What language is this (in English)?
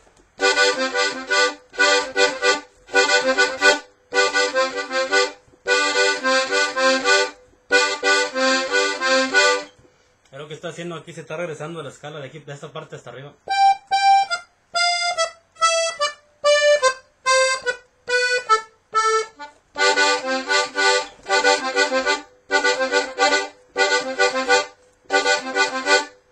Spanish